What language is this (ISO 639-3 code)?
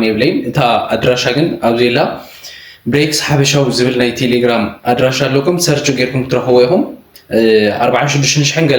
tir